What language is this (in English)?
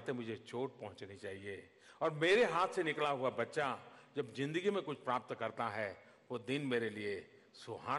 Hindi